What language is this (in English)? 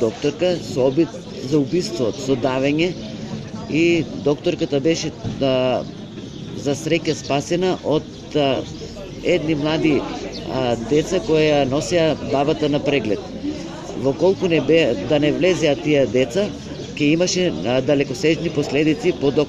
Macedonian